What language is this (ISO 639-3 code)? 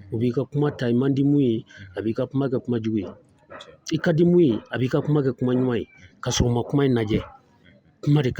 bam